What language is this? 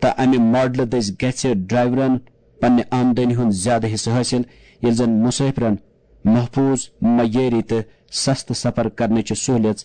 Kashmiri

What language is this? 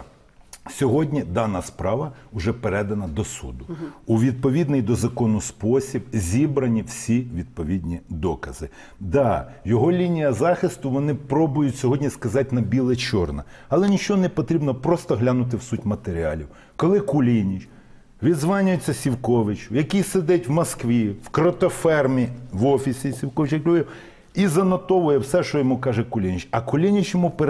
Ukrainian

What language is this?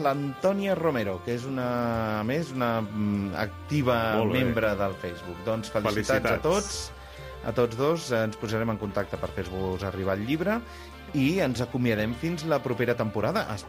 Catalan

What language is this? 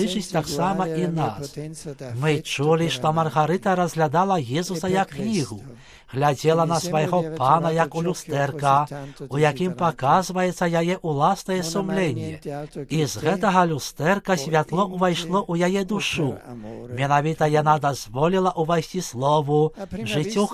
Belarusian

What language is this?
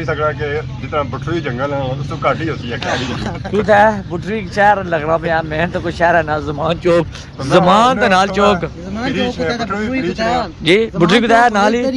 Pahari-Potwari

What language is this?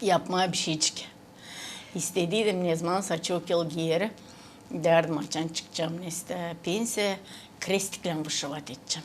Gagauz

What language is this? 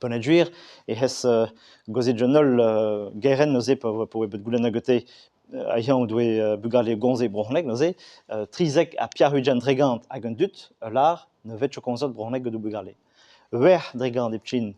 Breton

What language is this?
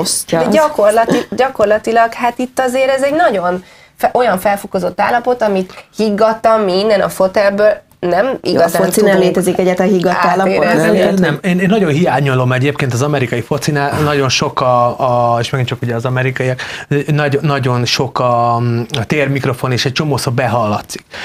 Hungarian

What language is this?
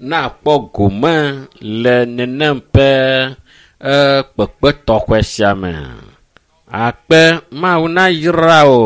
Ewe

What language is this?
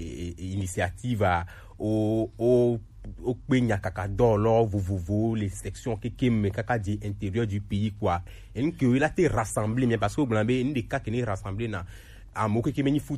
Gen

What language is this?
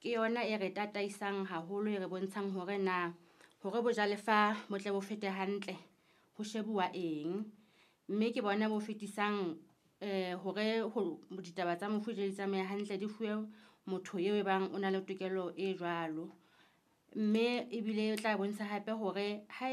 Southern Sotho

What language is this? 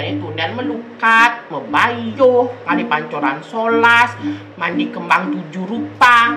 Balinese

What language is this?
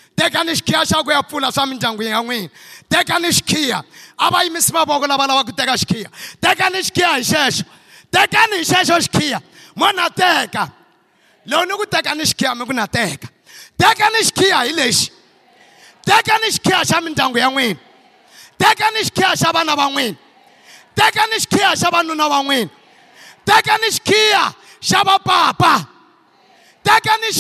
Tsonga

